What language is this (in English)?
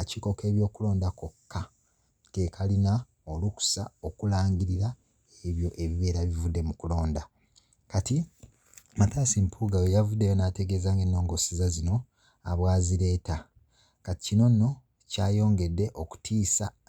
Ganda